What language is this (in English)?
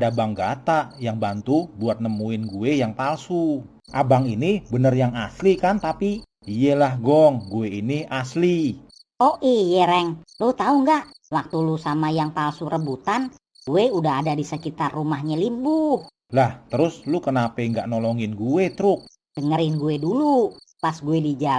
Betawi